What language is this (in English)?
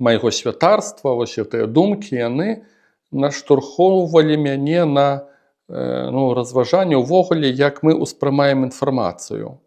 Belarusian